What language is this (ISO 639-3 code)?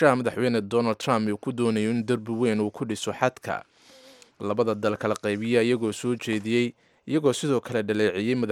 som